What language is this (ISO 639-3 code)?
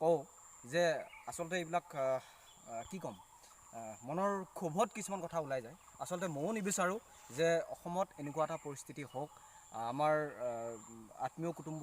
asm